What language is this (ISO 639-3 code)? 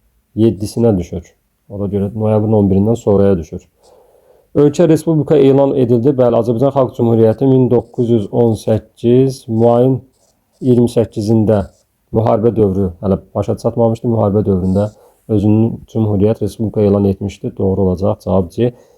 aze